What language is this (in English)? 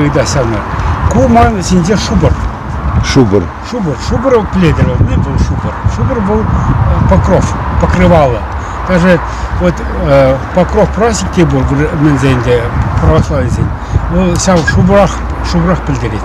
Chuvash